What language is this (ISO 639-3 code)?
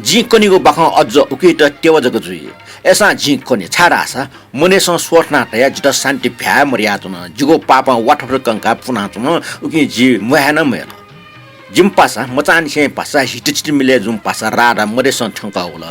new